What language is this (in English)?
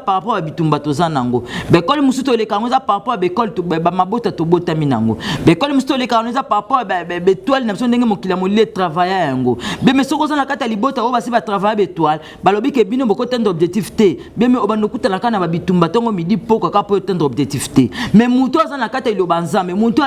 Lingala